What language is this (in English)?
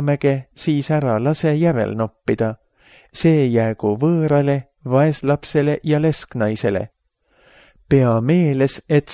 Estonian